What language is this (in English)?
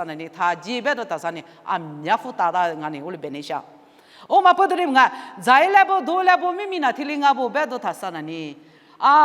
Lisu